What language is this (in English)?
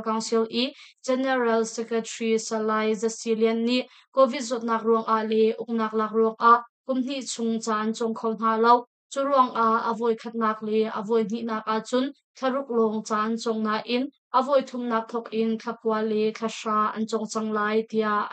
Hakha Chin